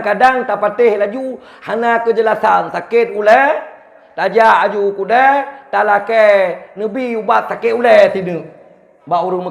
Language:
Achinese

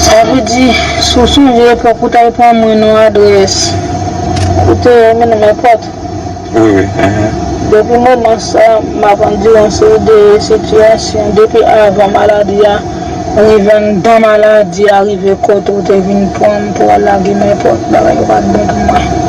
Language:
Haitian Creole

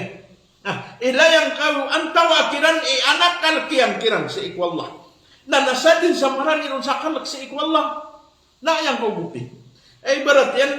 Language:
Maranao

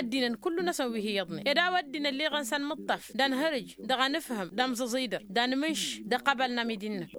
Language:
Tamasheq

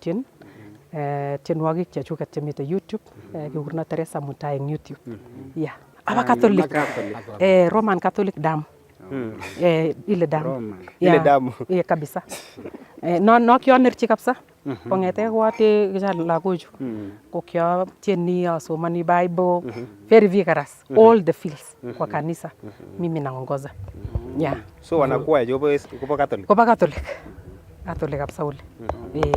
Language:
Nandi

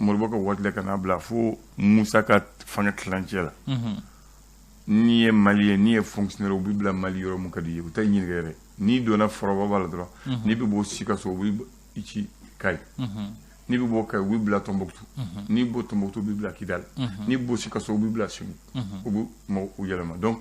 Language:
Bambara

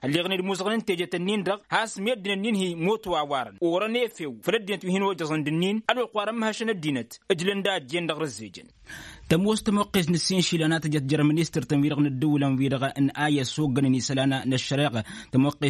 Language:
Tamasheq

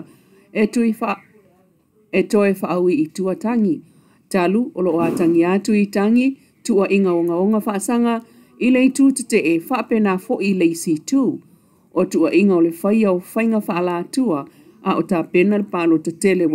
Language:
Samoan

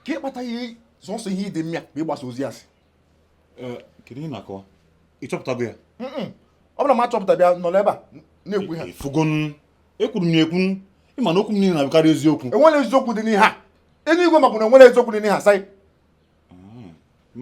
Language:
Igbo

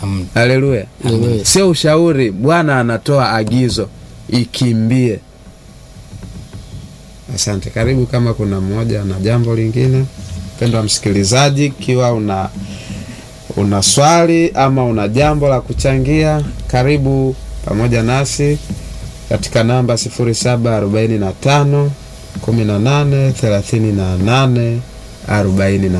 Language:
Swahili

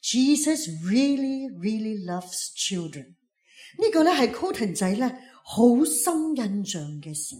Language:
Cantonese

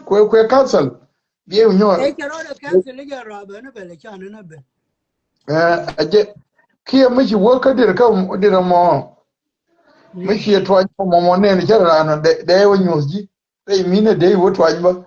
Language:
Nuer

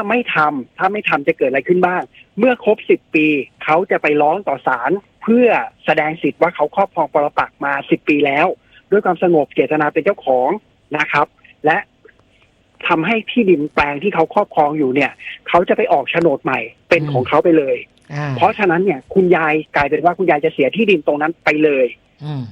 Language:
Thai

